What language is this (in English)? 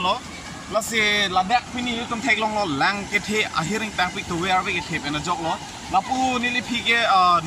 Karbi